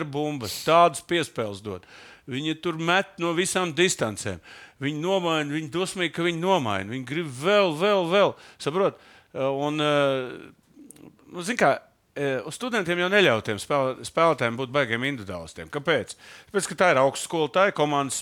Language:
Latvian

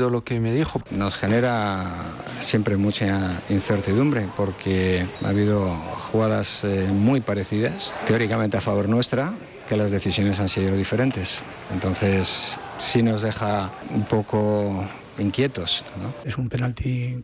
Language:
Spanish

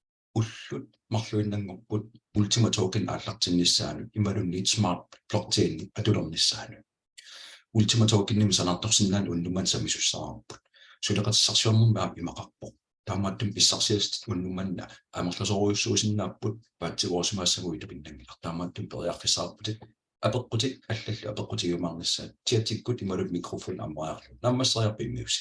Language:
Kalaallisut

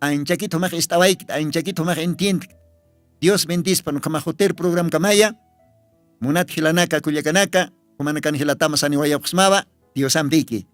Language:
Aymara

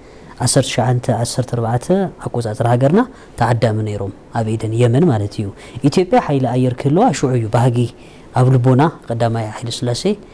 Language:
Tigrinya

